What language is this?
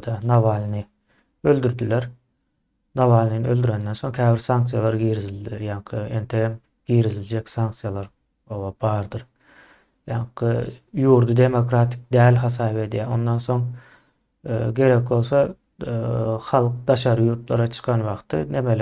Turkmen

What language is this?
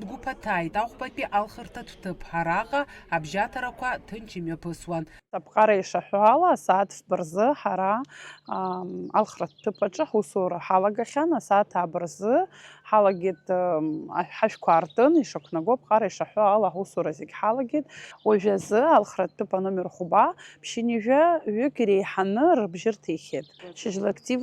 Abkhazian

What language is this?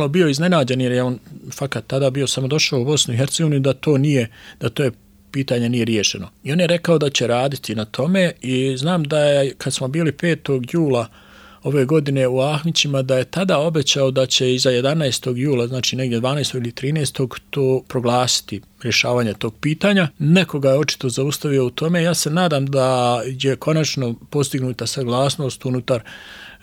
Bosnian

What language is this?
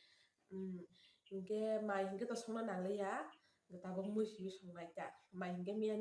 Kok Borok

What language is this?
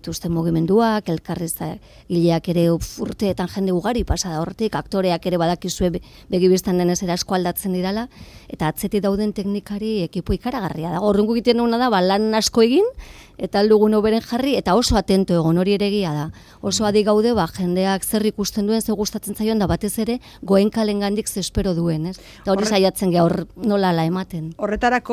Basque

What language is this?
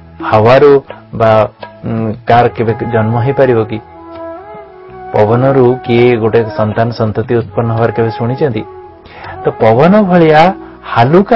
Odia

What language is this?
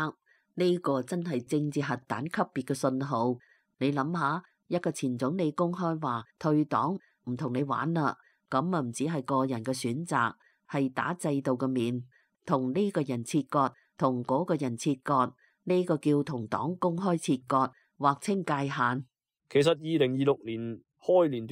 Cantonese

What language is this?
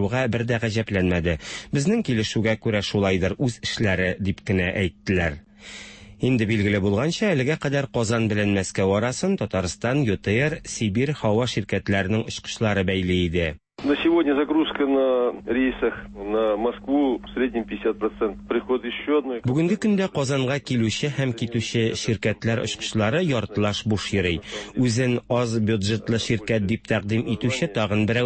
Tatar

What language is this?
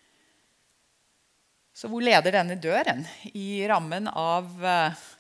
Norwegian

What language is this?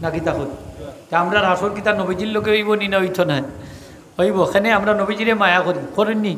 Sylheti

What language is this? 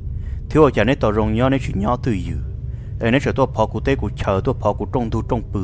Vietnamese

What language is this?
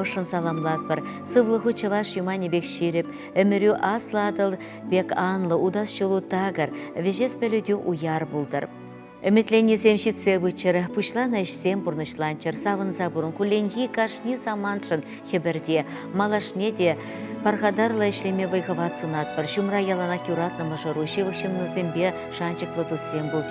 Chuvash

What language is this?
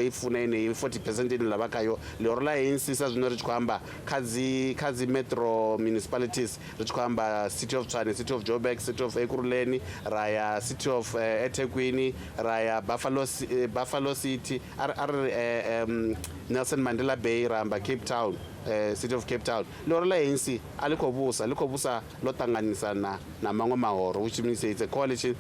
Venda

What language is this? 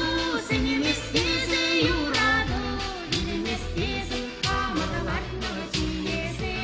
Chuvash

